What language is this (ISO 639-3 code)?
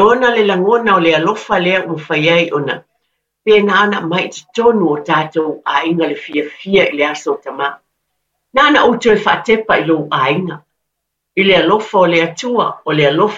smo